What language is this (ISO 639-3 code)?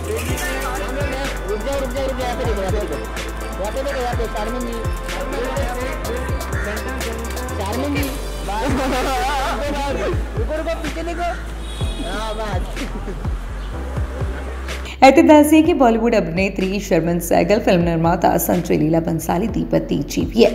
pan